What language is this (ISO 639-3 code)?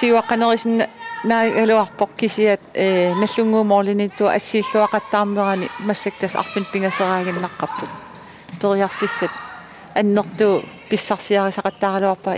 kal